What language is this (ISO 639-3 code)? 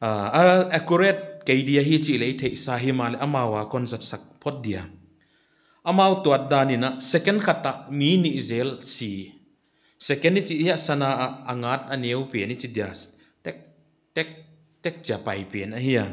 pck